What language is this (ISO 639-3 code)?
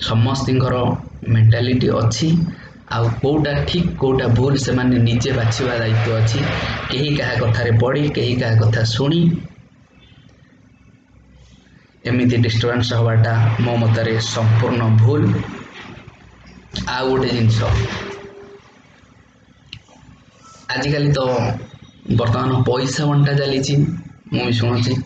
ori